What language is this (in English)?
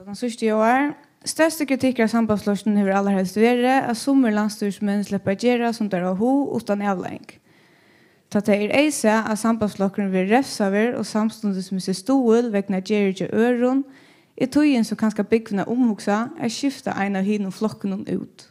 Faroese